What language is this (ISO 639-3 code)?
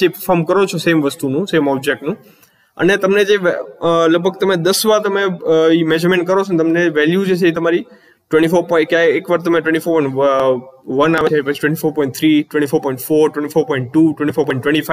guj